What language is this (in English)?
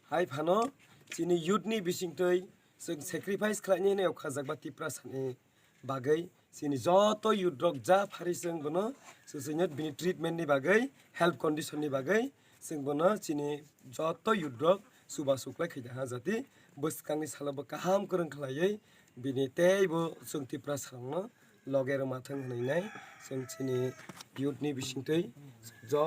Kok Borok